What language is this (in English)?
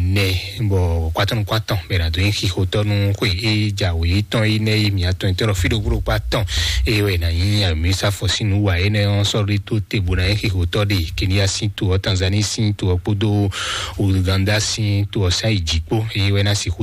Fon